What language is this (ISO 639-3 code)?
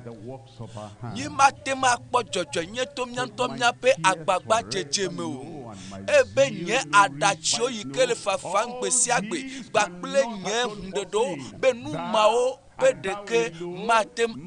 ewe